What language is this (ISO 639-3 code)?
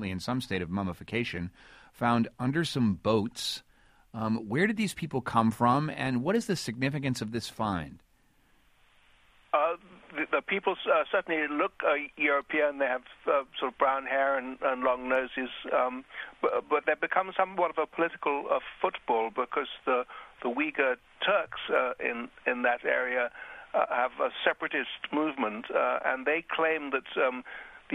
eng